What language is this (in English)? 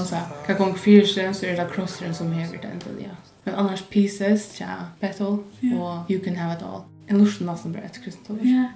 Faroese